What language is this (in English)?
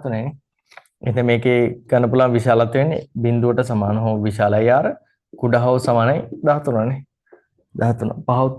Sinhala